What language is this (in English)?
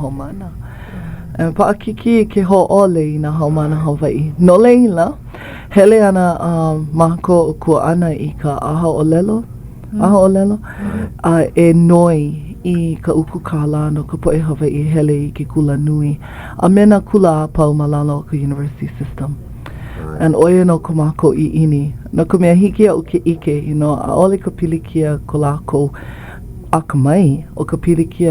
Hawaiian